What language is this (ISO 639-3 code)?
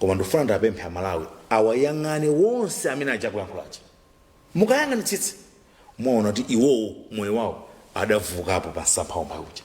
nya